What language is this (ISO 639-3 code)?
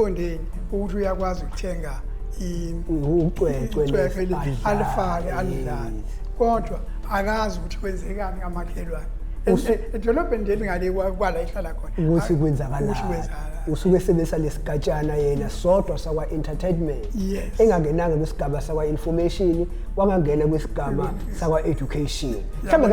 zul